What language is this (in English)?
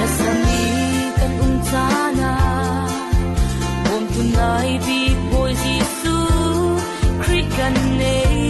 Falam Chin